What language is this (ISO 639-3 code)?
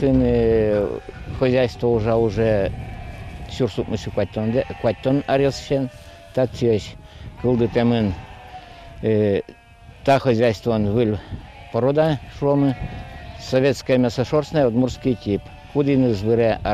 udm